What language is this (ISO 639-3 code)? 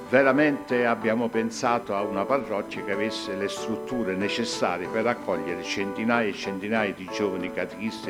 ita